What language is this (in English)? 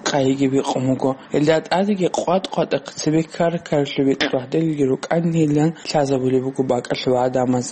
Avaric